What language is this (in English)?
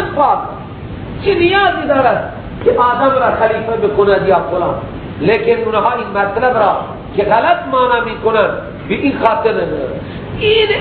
Persian